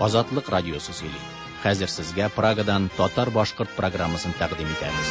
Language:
Tatar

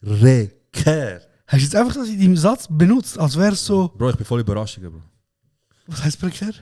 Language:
Swiss German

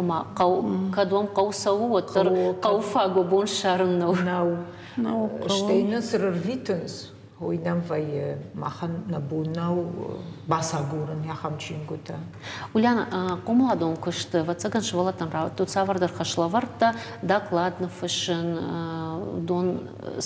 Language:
Ossetic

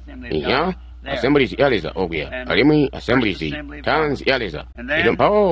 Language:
Tonga (Zambia)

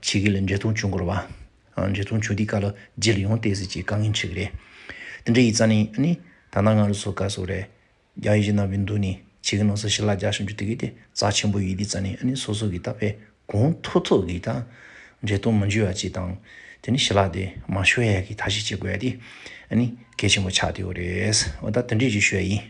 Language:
Tibetan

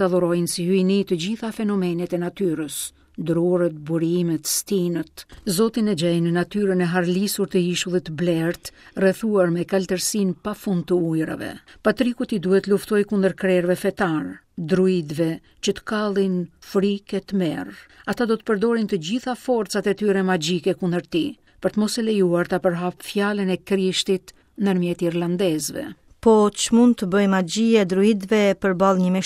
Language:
Albanian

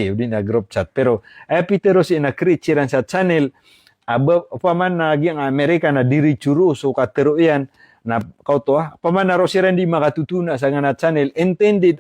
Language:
Maranao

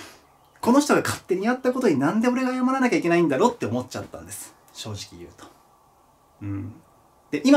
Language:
Japanese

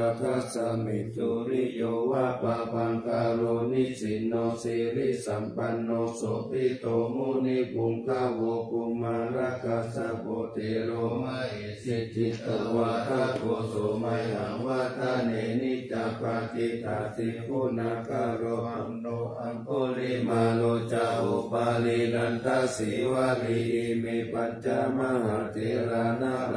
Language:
Pali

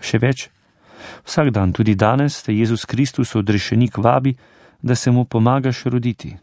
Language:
Slovenian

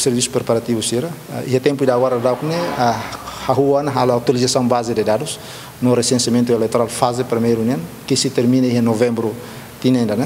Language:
Tetum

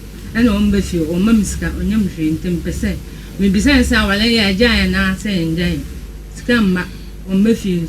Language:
Akan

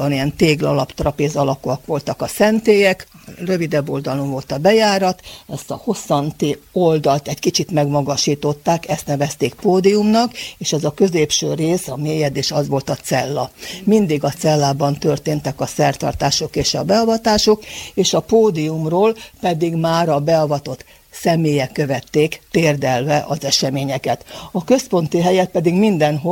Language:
Hungarian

